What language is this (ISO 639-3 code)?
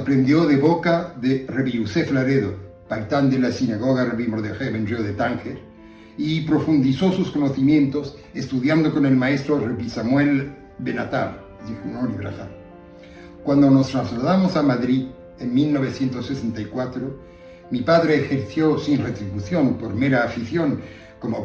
lad